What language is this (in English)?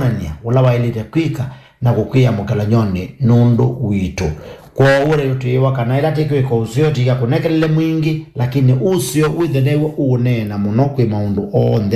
Kamba